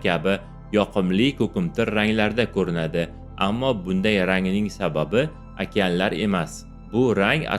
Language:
Uzbek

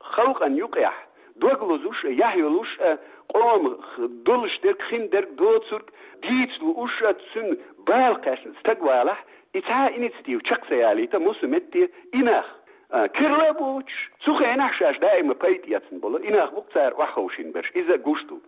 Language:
Chechen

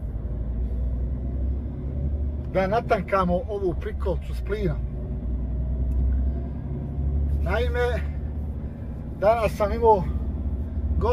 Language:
Bosnian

